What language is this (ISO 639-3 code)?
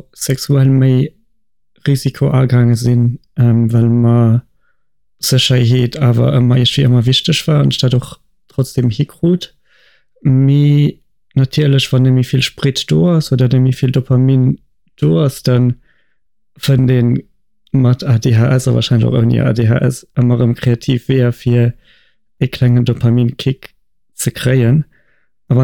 ltz